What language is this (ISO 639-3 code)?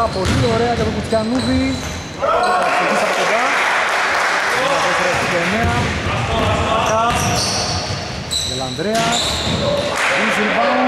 ell